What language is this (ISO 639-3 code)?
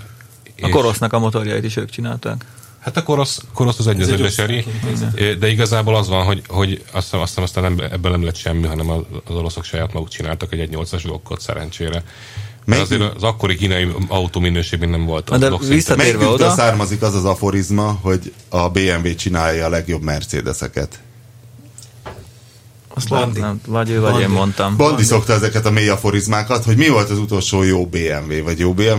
hun